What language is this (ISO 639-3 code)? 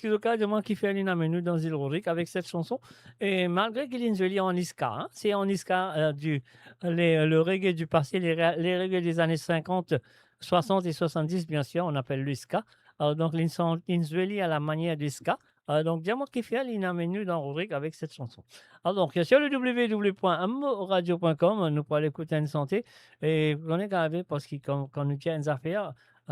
mfe